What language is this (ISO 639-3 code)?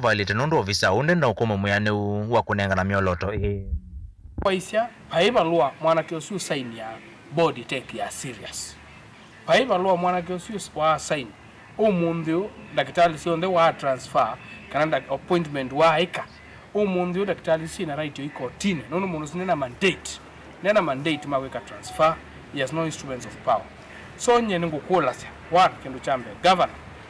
kam